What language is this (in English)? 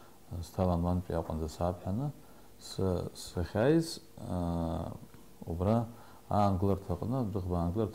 Abkhazian